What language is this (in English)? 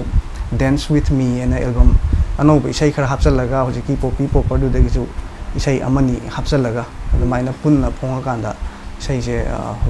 Manipuri